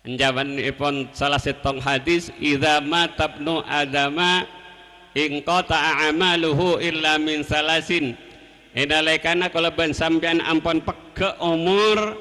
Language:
Madurese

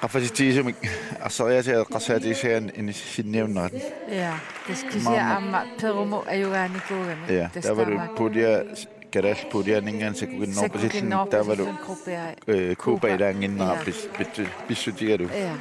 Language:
Kalaallisut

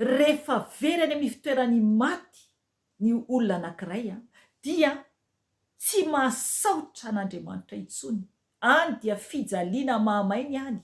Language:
Malagasy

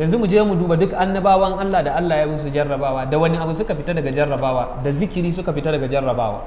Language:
Hausa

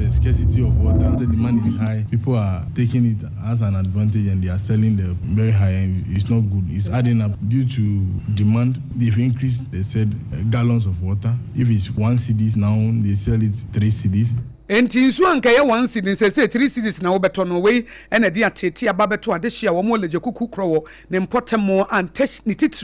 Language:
Akan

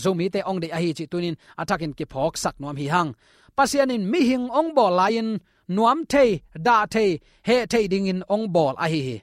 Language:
Tedim Chin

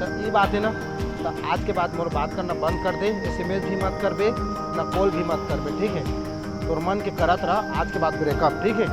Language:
Chhattisgarhi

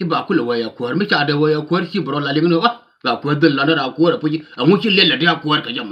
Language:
Nuer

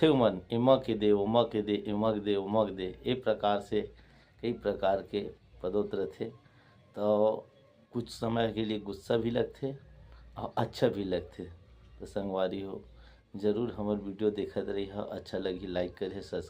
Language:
Chhattisgarhi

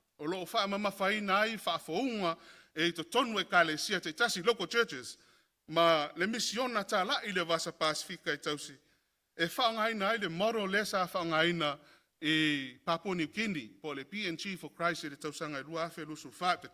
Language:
Samoan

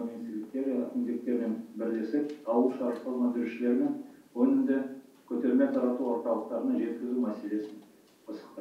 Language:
Kazakh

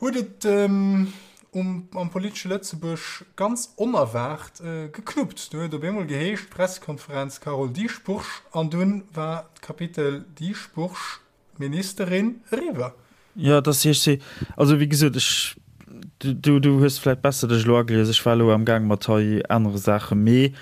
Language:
Luxembourgish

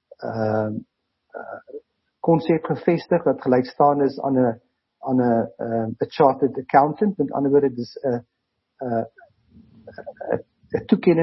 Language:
Afrikaans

